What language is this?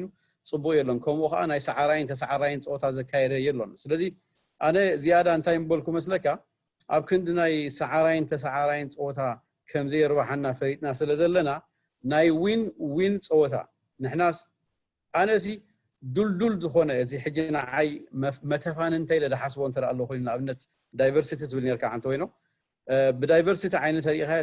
Tigrinya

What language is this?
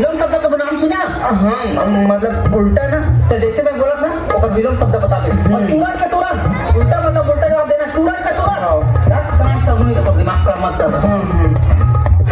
Chhattisgarhi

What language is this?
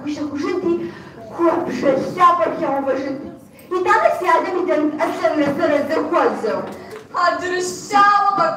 Kabardian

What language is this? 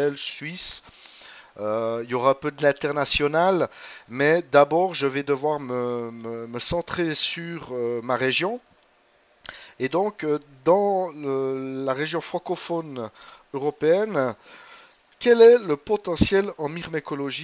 French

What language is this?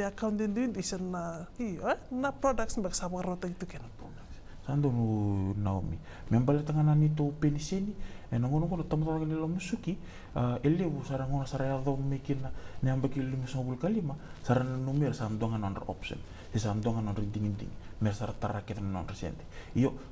Fijian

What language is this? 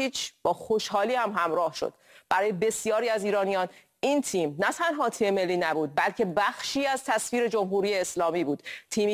Persian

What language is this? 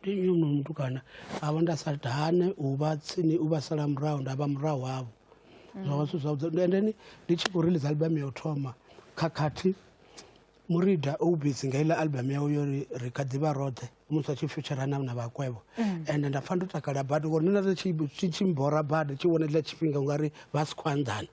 Venda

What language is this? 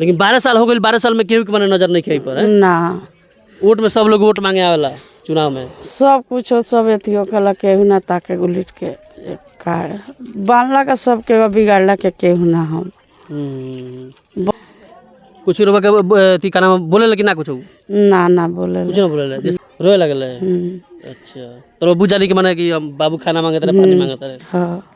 Bhojpuri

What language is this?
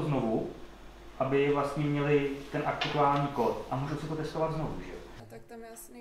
Czech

